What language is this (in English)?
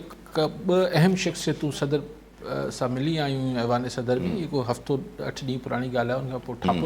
Sindhi